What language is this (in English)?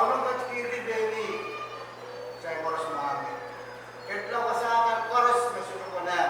Pohnpeian